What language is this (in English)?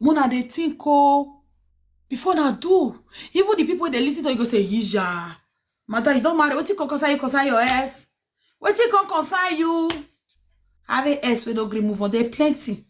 Nigerian Pidgin